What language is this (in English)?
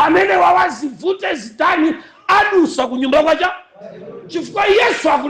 Nyanja